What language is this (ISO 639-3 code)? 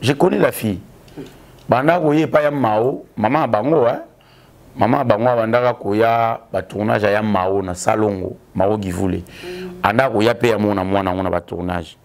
lin